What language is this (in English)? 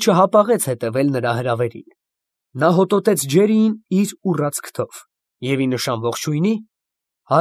Armenian